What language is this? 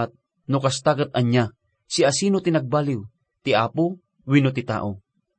Iloko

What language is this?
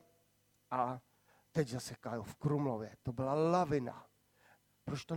Czech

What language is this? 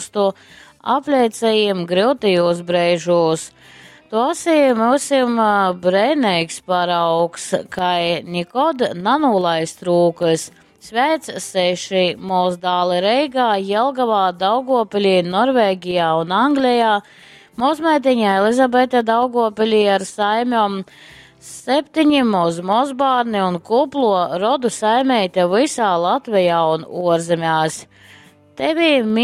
Latgalian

